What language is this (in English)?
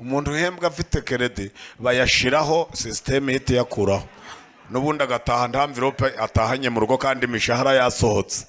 Kinyarwanda